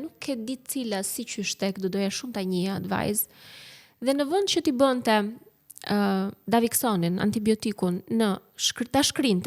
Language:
Albanian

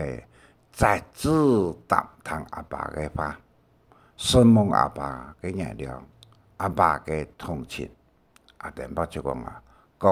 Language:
Hakka Chinese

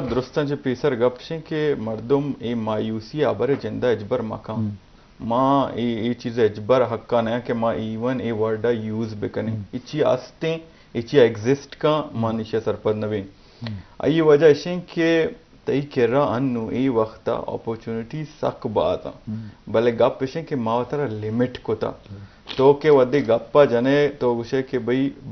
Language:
Eastern Balochi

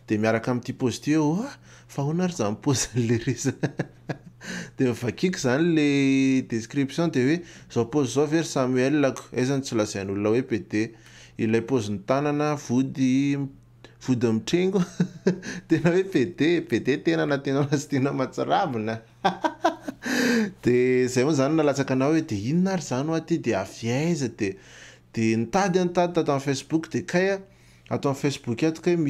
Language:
Malagasy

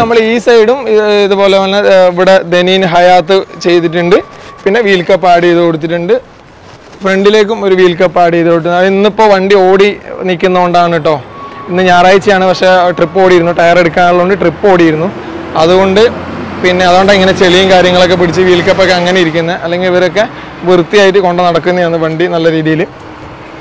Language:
Malayalam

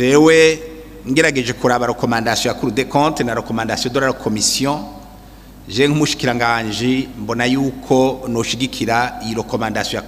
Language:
Rundi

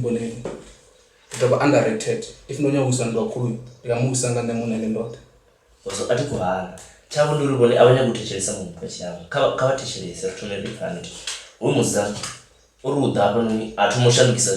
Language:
Venda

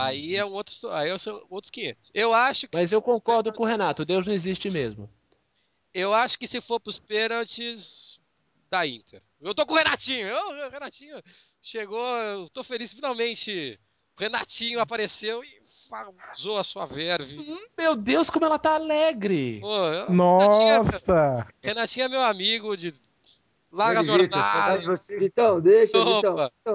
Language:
Portuguese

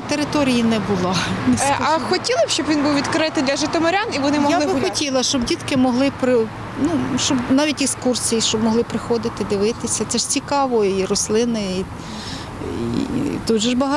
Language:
Ukrainian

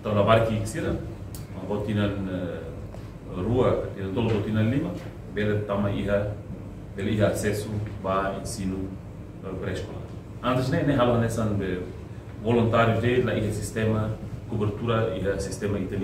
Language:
Tetum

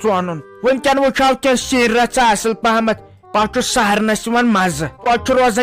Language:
Kashmiri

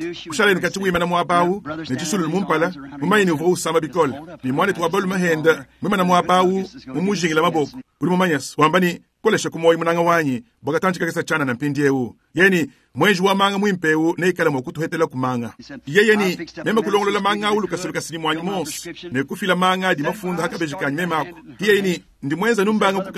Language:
Luba-Lulua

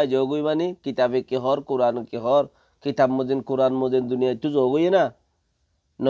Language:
Rohingya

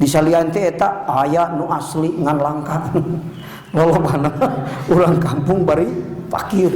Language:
Sundanese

